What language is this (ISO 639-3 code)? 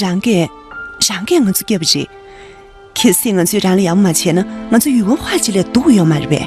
bod